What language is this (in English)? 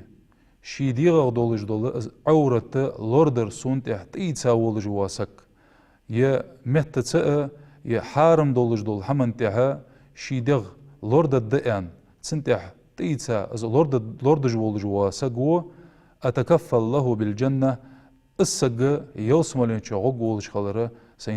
Ingush